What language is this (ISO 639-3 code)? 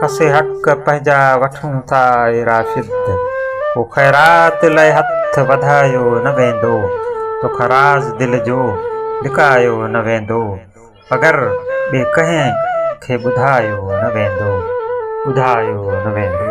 snd